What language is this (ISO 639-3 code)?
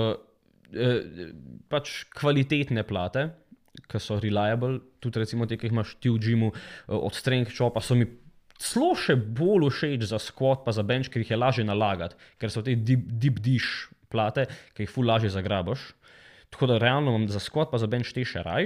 slv